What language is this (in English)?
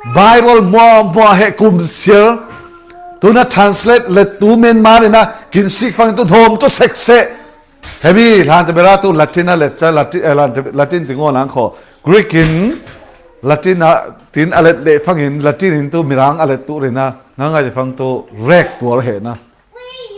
Falam Chin